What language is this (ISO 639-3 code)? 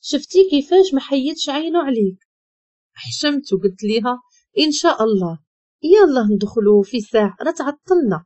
ary